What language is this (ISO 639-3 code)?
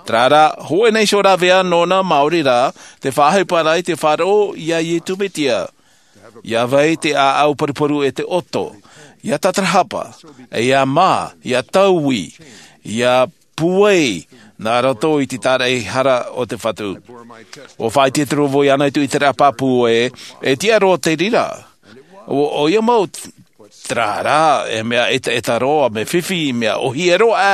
tah